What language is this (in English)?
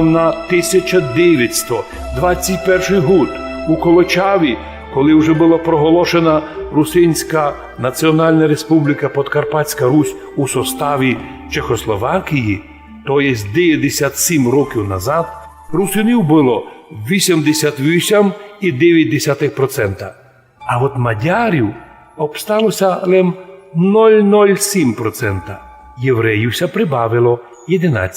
Rusyn